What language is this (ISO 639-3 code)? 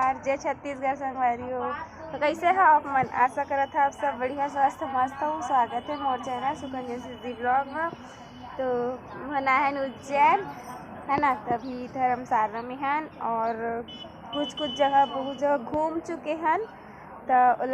hne